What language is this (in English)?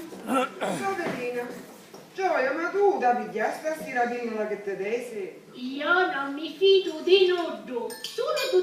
Sicilian